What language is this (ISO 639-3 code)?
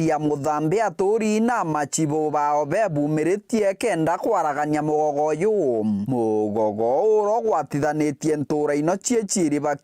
mer